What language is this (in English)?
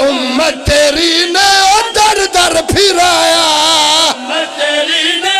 Pahari-Potwari